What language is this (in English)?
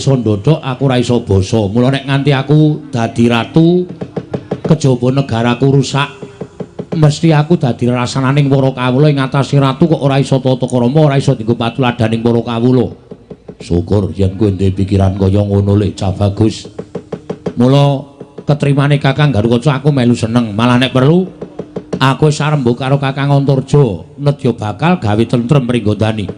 Javanese